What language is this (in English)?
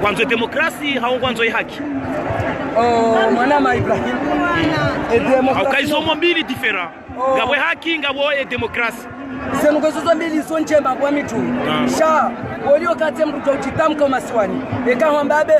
Ngazidja Comorian